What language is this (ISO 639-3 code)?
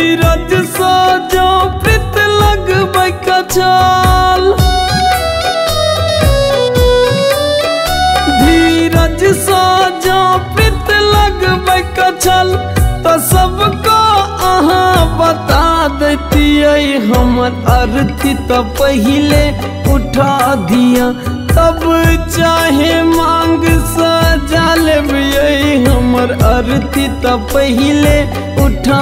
mai